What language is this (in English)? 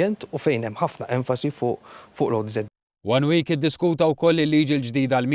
Maltese